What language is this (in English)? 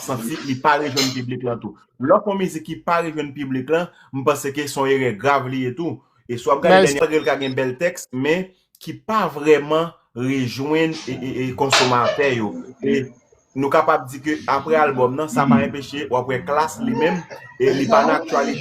Haitian Creole